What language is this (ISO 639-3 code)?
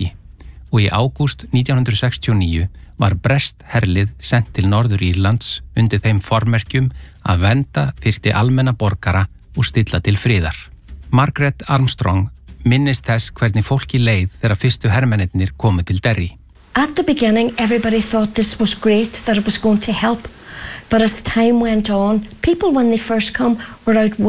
isl